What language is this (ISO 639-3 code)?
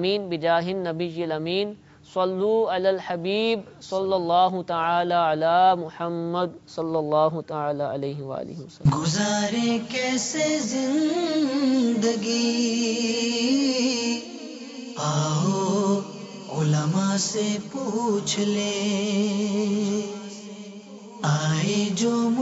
urd